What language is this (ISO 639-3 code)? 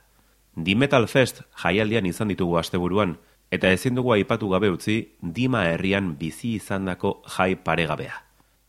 eus